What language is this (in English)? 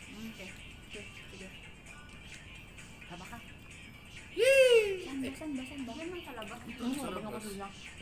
Filipino